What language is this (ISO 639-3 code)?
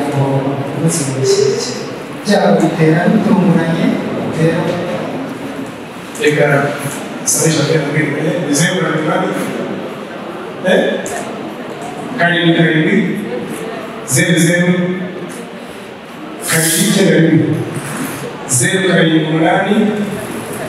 kin